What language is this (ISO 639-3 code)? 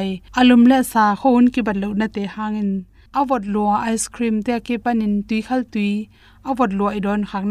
ctd